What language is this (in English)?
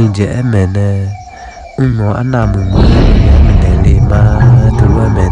Akha